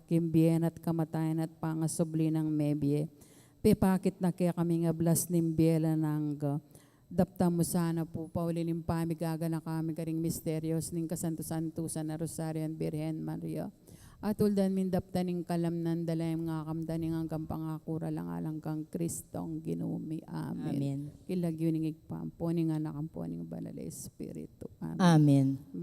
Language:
Pampanga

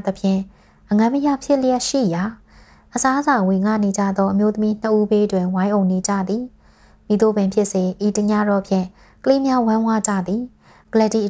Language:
Burmese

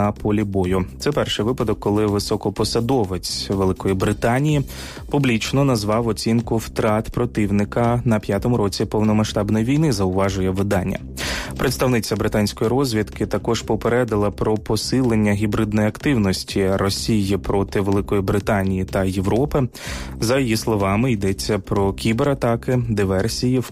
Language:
Ukrainian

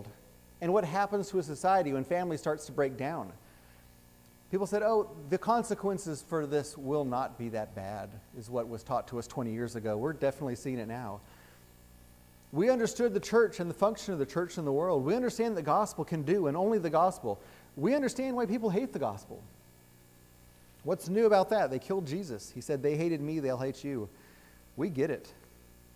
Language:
English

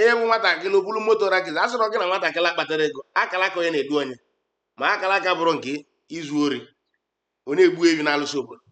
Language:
Igbo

